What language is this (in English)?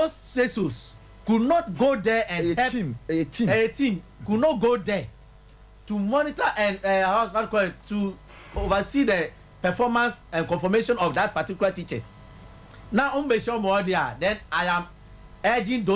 Akan